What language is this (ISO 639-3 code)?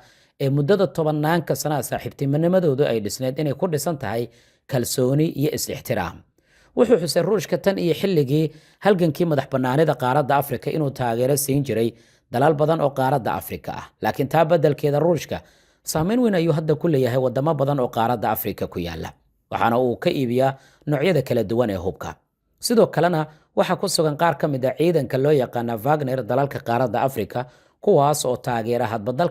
som